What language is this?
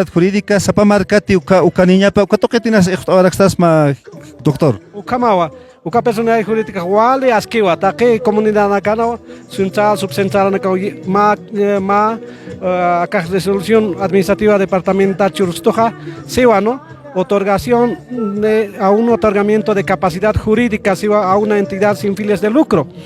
Aymara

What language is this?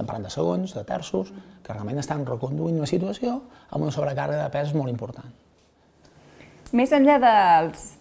Catalan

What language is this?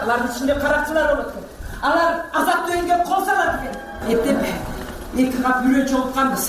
Kyrgyz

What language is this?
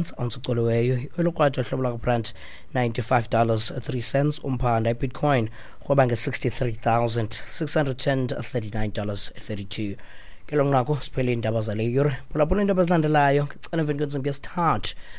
Xhosa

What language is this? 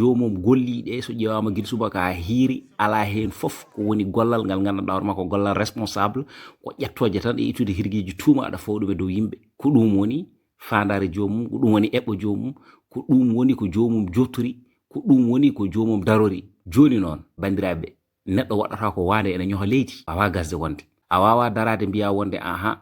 Fula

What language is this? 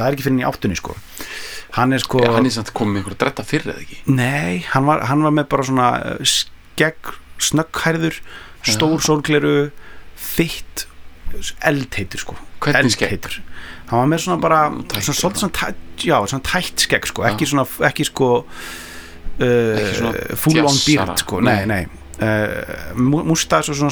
Icelandic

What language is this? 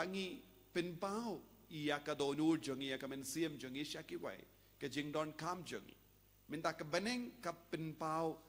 Khasi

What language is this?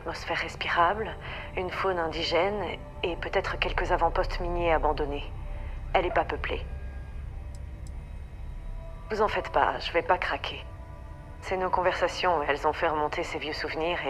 French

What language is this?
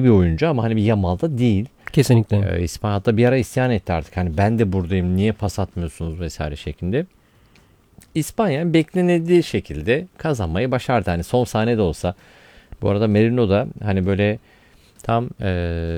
Turkish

